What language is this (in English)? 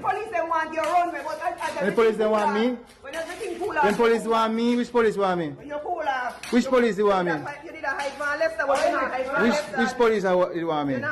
Jamaican Creole English